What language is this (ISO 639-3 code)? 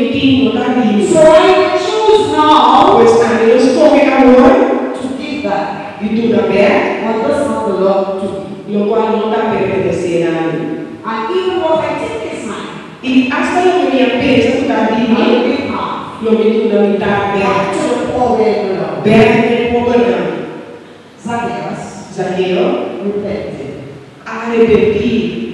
pap